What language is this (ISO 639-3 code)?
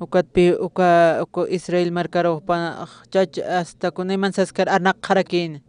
aym